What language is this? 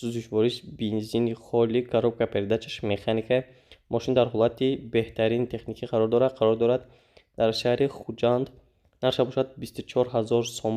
Tajik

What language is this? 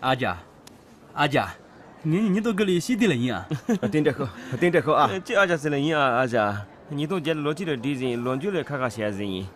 Khams Tibetan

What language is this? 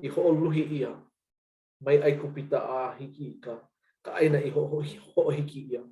Hawaiian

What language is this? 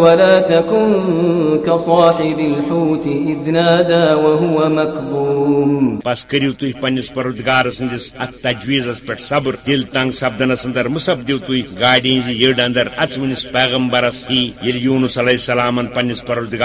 Kashmiri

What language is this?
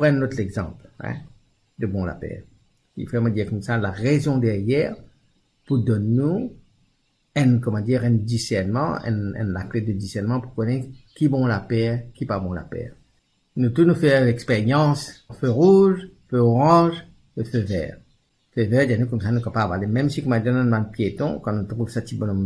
Morisyen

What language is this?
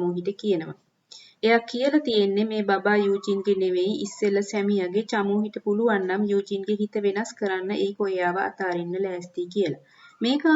Sinhala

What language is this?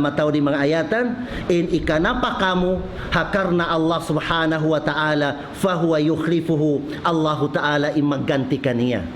Tausug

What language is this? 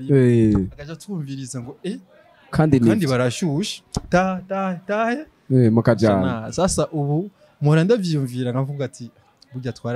Rundi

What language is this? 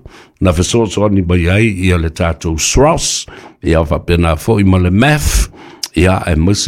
Samoan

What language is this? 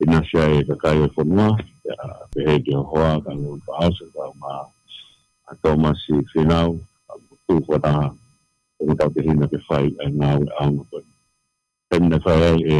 Tongan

